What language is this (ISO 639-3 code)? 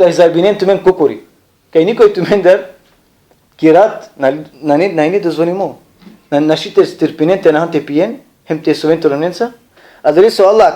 rmn